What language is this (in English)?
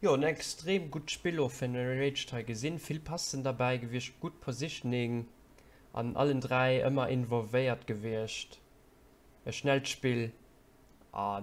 Luxembourgish